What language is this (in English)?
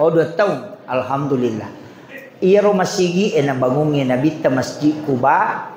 Buginese